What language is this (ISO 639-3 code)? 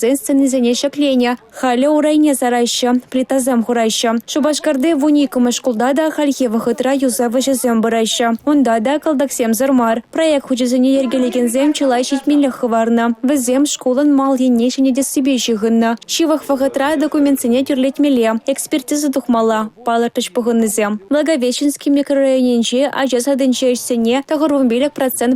chv